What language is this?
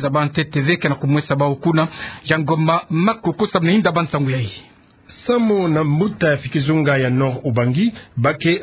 Kituba (Democratic Republic of Congo)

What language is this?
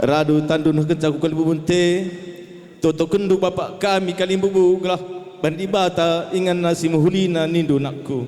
Batak Karo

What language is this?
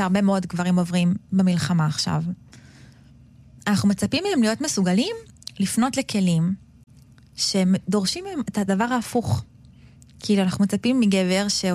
Hebrew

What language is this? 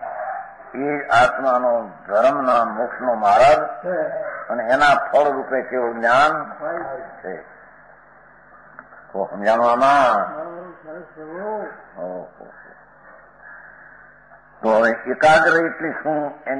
Gujarati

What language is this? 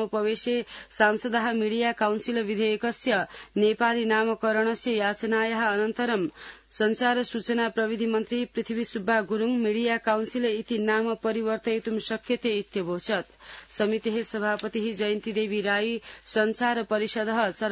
Sanskrit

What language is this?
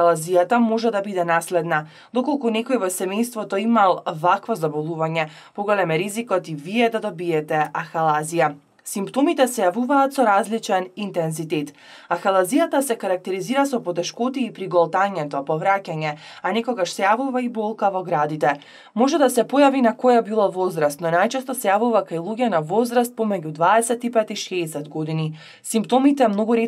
Macedonian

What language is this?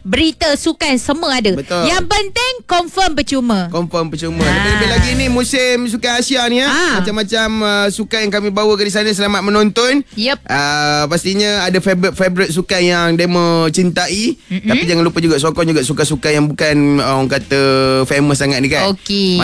Malay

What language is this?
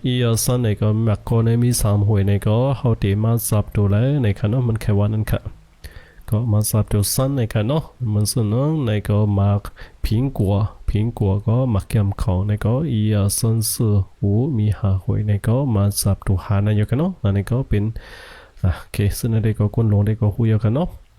Shan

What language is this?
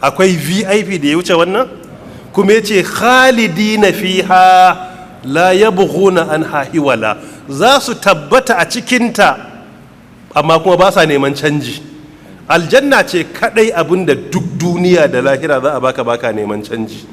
Hausa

